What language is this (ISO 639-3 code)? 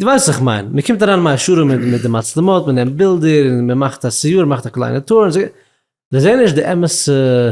yid